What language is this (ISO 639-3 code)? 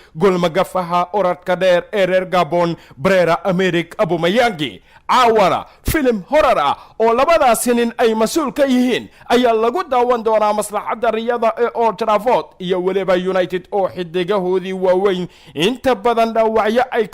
som